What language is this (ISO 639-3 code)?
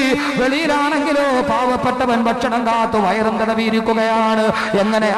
mal